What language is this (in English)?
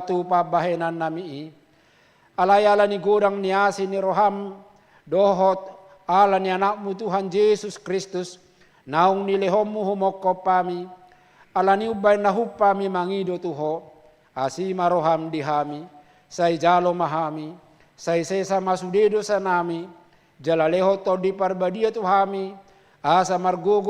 Batak Toba